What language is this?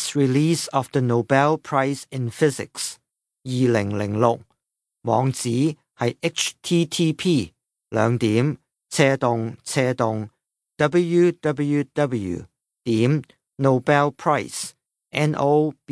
Cantonese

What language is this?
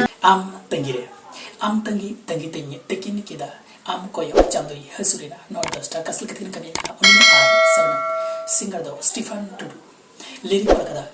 Santali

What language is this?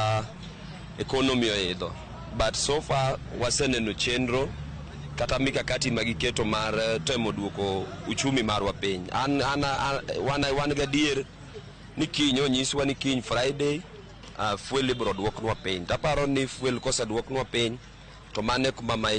Luo (Kenya and Tanzania)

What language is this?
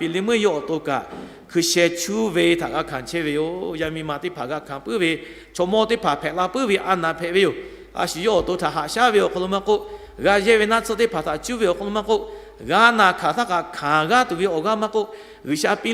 Lahu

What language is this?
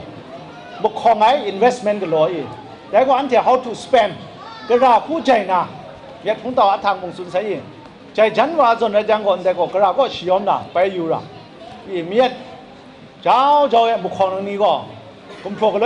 Kachin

